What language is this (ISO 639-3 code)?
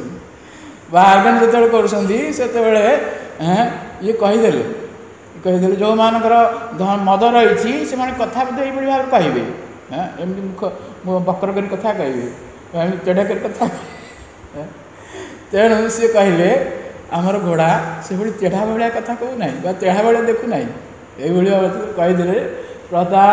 ori